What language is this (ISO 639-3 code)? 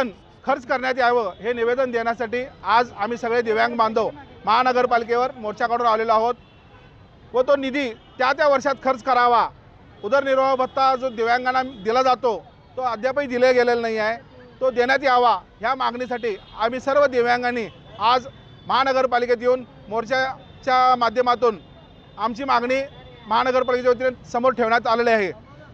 mar